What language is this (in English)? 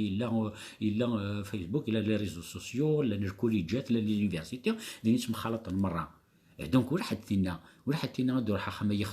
Kabyle